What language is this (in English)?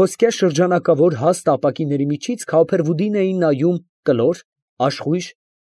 Armenian